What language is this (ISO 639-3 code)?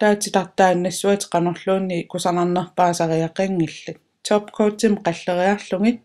kal